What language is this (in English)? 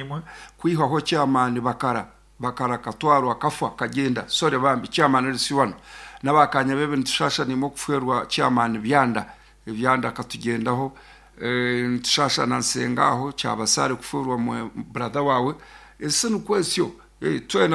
Nyankole